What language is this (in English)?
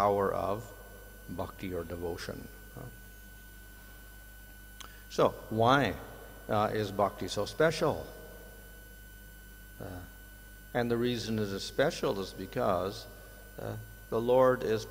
English